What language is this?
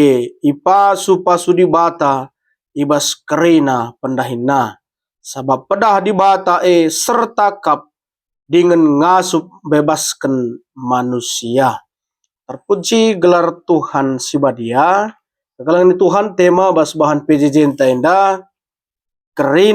Batak Karo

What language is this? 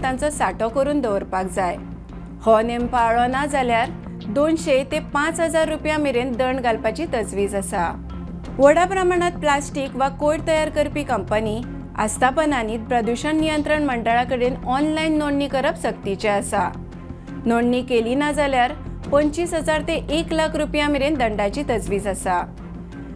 Konkani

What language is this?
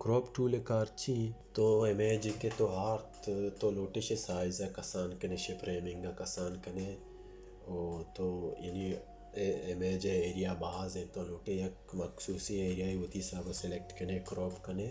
Baluchi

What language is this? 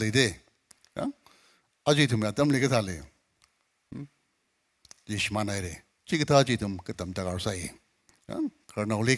Tangkhul Naga (India)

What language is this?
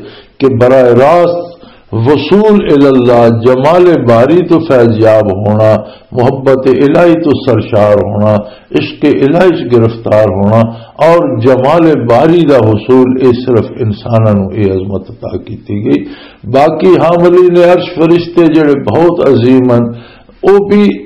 Western Panjabi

